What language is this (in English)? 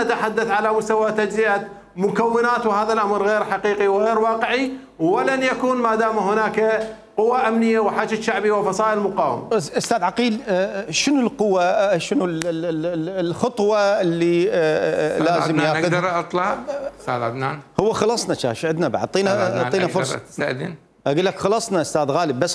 Mesopotamian Arabic